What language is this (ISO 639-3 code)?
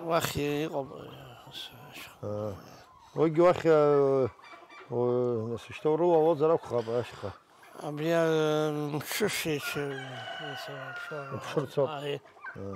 abk